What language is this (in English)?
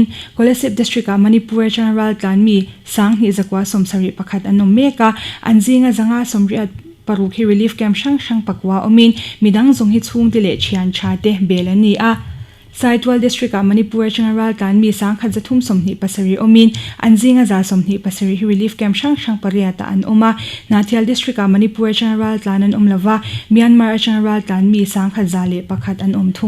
Mizo